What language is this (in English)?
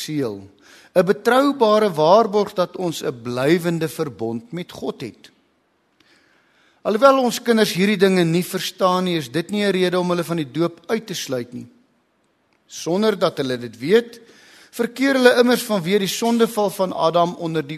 Afrikaans